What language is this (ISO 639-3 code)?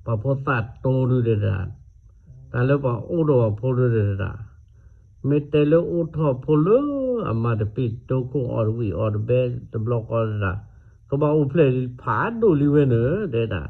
ksw